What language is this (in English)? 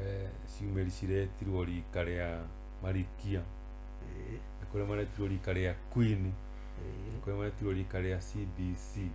Kikuyu